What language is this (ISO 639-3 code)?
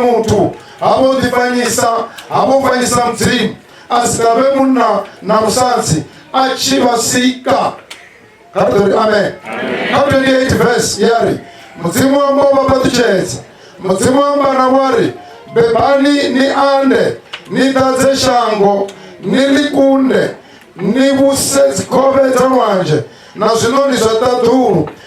ven